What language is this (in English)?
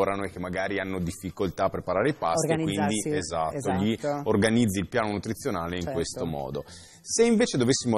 Italian